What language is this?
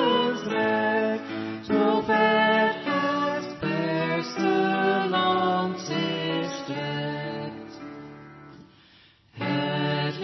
Dutch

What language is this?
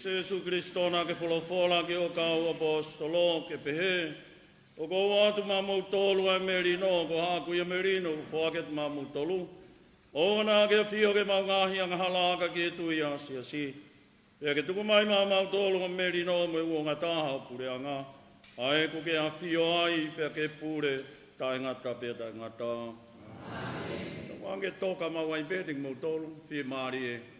Tongan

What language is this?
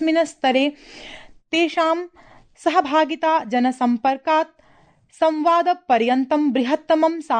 Sanskrit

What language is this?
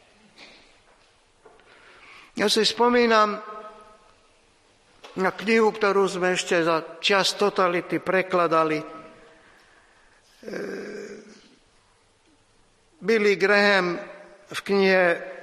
Slovak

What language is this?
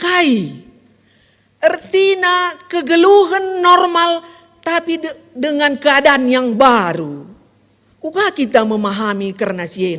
Batak Karo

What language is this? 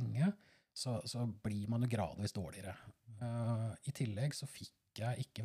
Norwegian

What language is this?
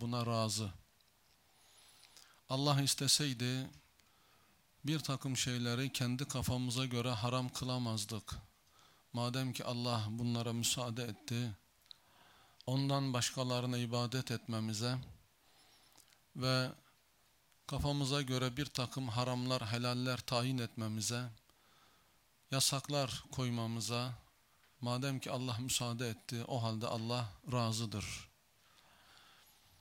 Turkish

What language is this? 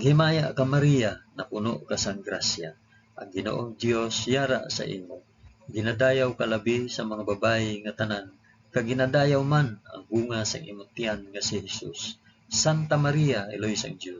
Hiligaynon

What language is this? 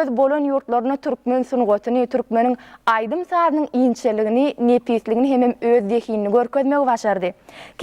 Turkmen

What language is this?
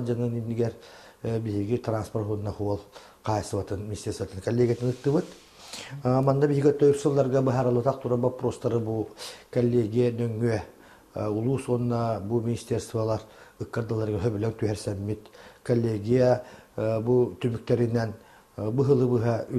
Yakut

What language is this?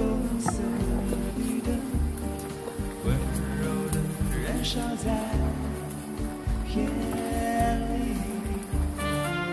Chinese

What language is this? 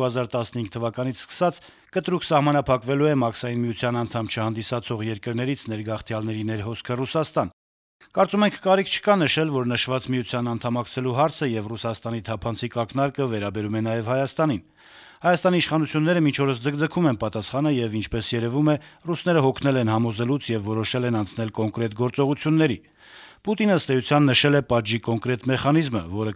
Armenian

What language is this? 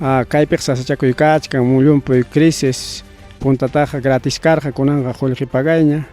Ayacucho Quechua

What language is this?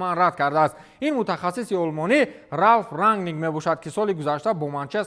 Tajik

